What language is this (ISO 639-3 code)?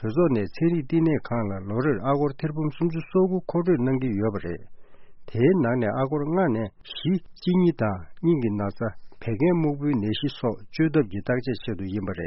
bod